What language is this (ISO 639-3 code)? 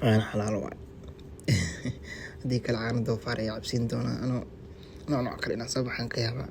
som